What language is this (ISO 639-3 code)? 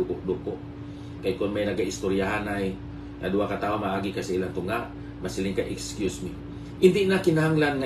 hil